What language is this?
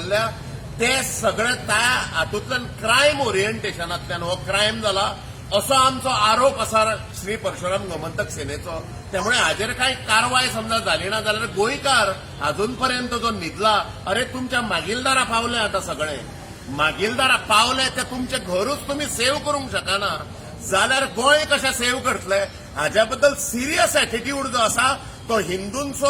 Konkani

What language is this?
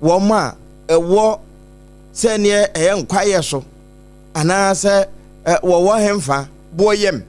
Akan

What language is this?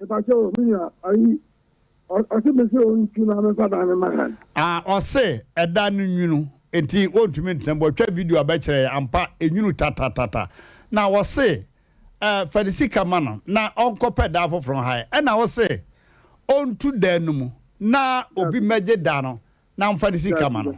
Akan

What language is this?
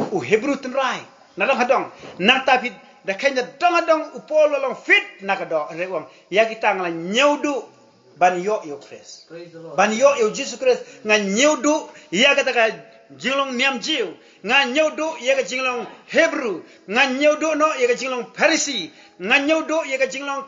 Khasi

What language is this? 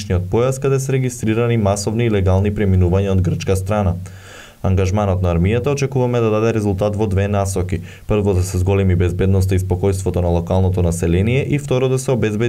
Macedonian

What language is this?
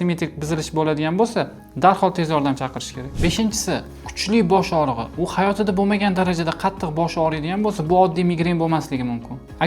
Uzbek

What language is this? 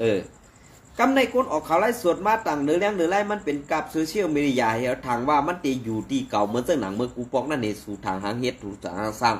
Shan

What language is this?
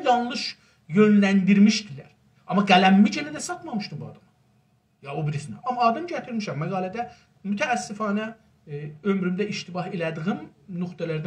South Azerbaijani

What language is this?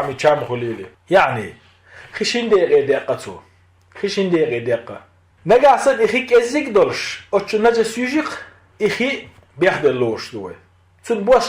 Chechen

